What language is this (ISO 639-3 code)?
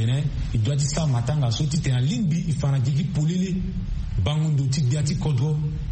sag